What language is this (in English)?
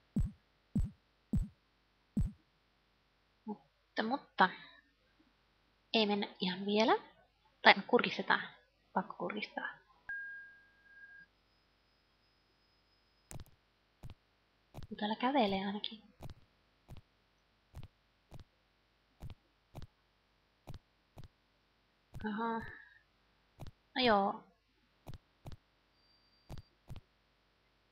Finnish